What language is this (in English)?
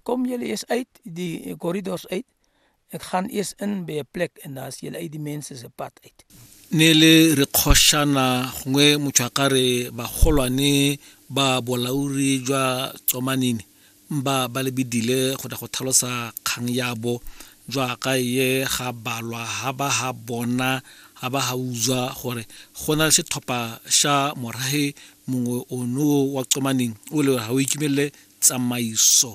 Tswana